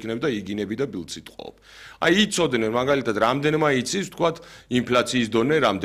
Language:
Georgian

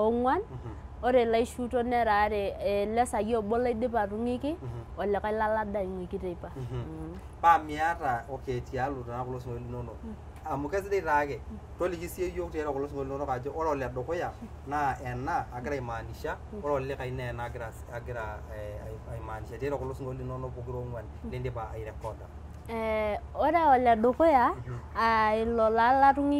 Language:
Masai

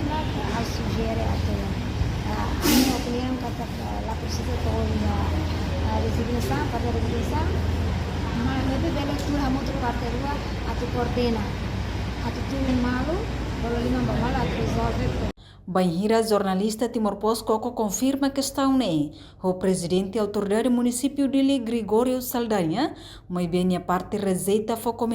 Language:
Tetum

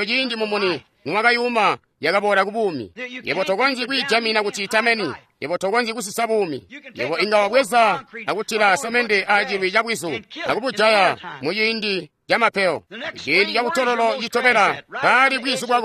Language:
Tonga (Zambia)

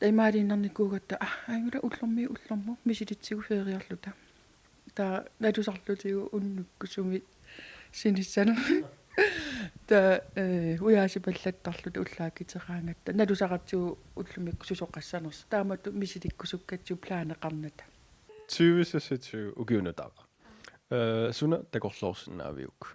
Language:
Kalaallisut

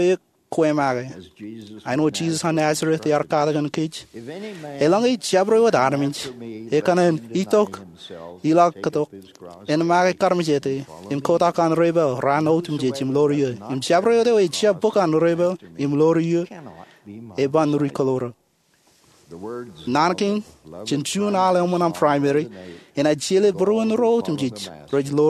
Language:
Marshallese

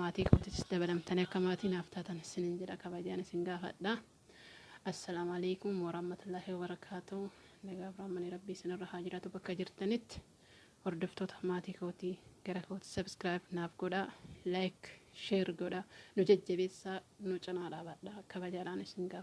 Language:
Oromo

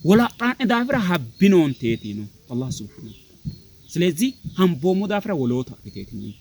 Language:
Sidamo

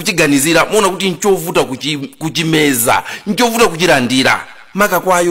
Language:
Nyanja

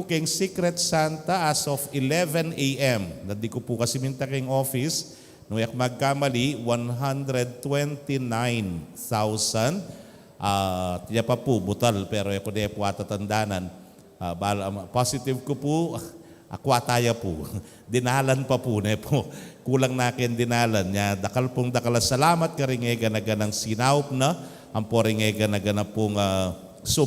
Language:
Pampanga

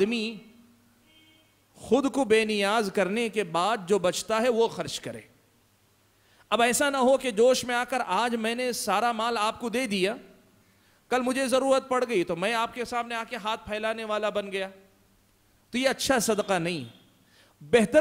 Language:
Urdu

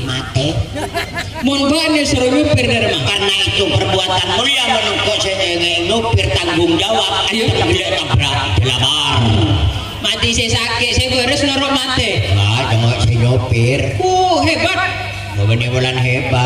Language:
Madurese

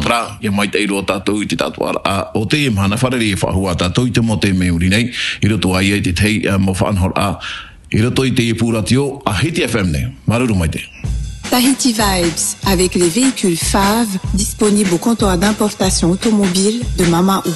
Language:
Tahitian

